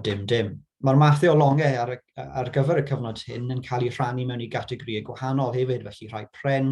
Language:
Welsh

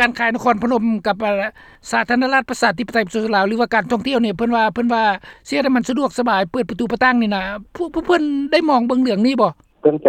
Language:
Lao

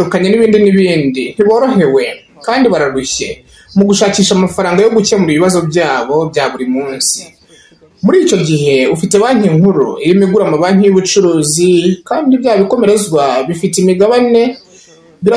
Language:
Kinyarwanda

